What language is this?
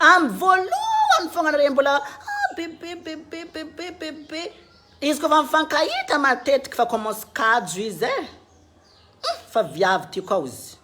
Malagasy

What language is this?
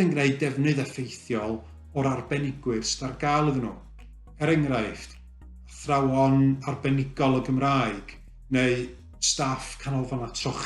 Welsh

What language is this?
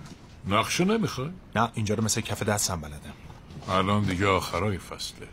Persian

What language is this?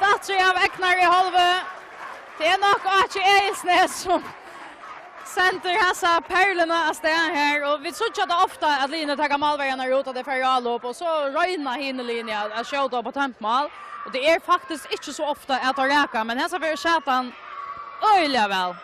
Faroese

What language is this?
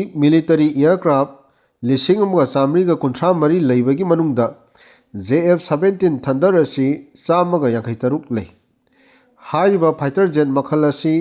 Manipuri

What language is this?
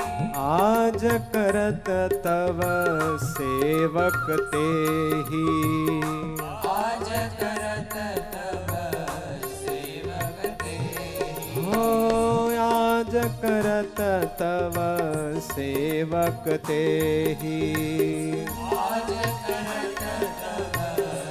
Gujarati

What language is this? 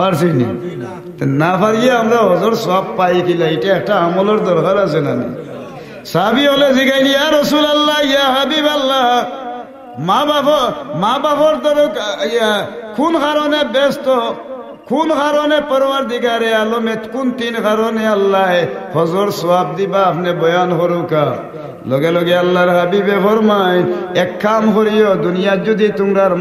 Sylheti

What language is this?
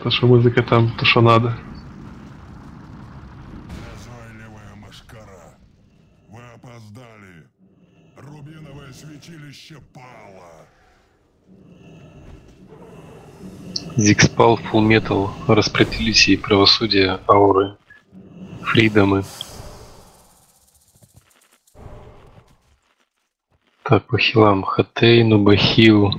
Russian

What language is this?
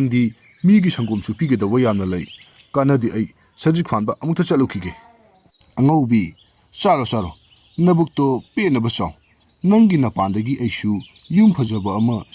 Manipuri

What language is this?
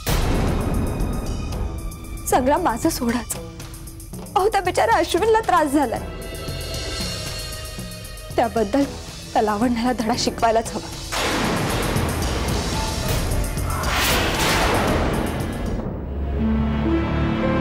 Marathi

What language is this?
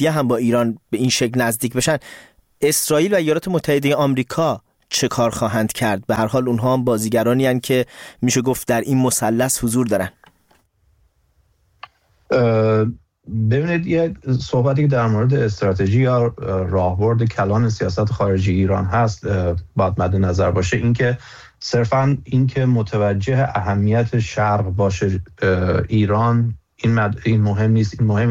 Persian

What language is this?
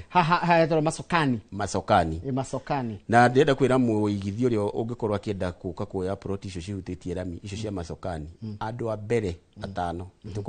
Kikuyu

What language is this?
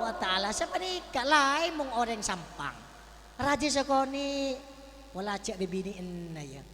Madurese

